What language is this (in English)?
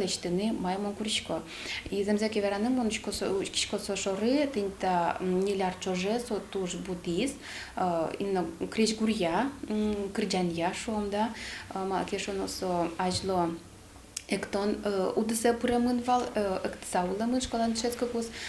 Udmurt